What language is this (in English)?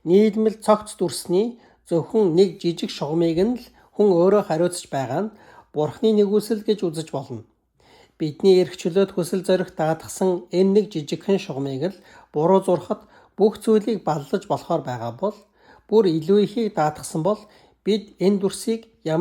Mongolian